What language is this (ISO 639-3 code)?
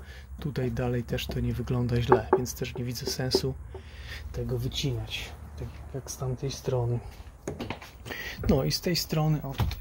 pol